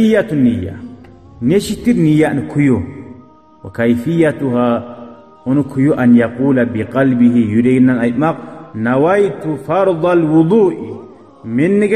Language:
Kumyk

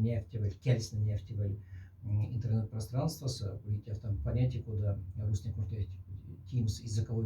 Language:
Moksha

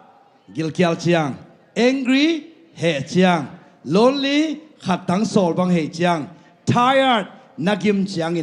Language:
Tedim Chin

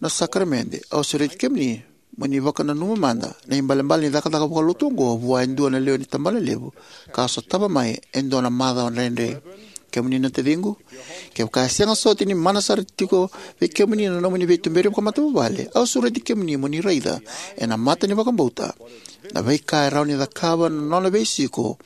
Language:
Fijian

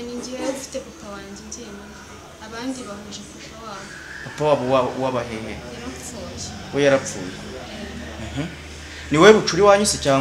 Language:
Kinyarwanda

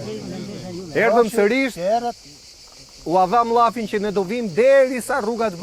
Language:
Albanian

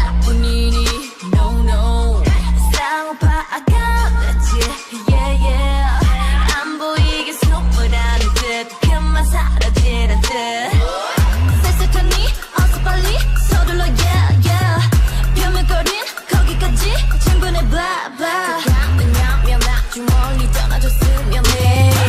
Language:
Korean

